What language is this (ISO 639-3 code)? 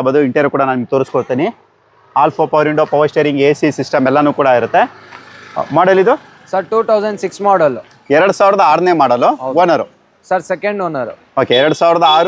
kan